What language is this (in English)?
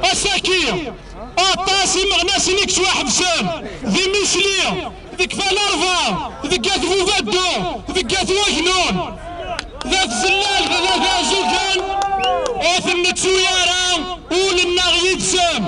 Kabyle